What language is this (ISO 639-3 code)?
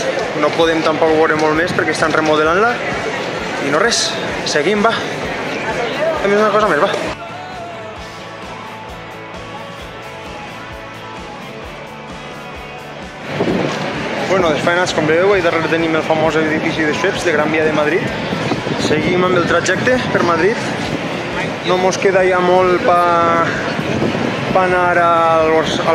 cat